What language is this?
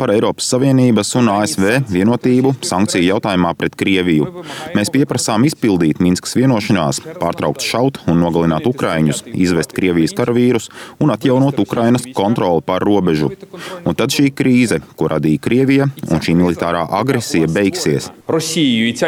Latvian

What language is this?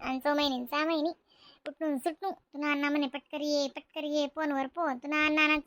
Khandesi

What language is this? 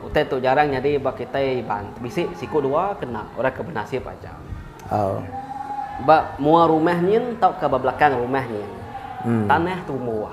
Iban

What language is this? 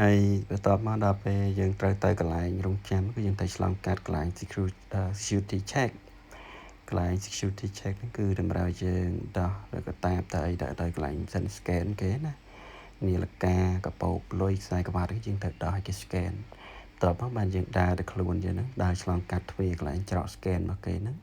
Khmer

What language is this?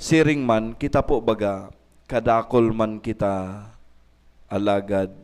Bikol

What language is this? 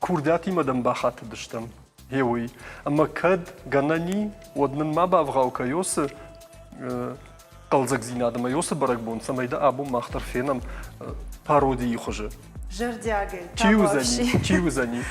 Ossetic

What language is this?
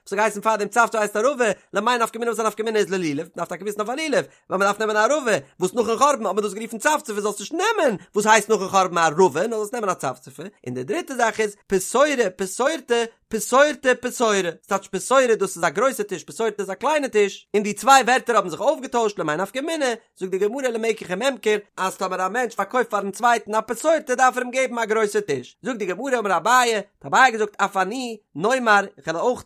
Yiddish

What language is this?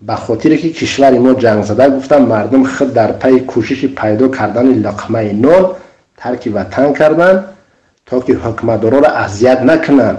Tajik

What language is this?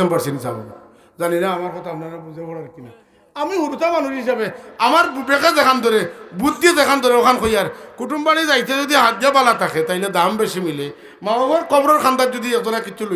Sylheti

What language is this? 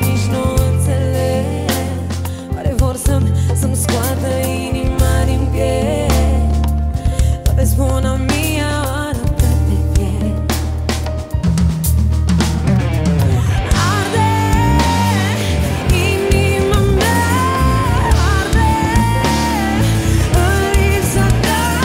Romanian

